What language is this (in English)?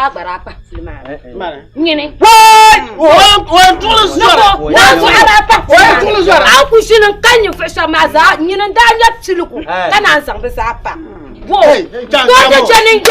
Dagbani